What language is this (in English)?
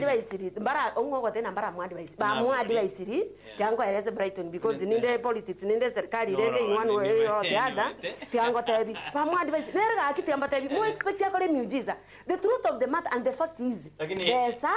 Gusii